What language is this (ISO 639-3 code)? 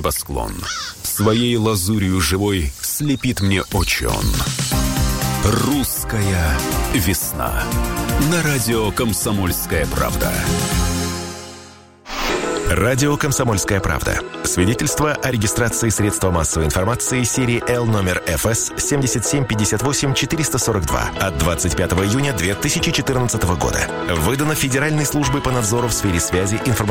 rus